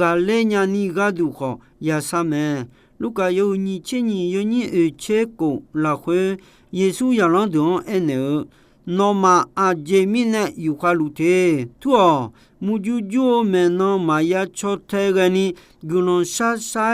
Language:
Akha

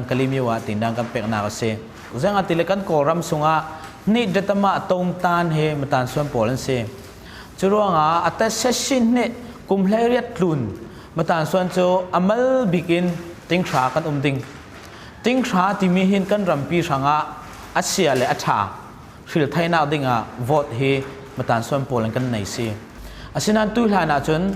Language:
Falam Chin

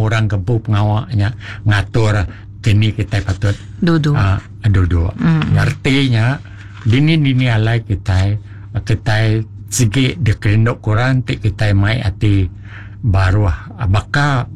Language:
Iban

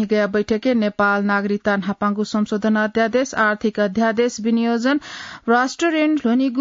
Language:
Newari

